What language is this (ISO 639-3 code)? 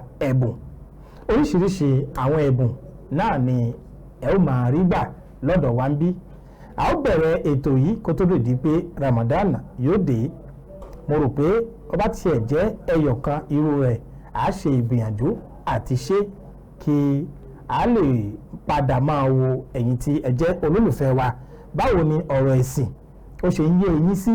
yor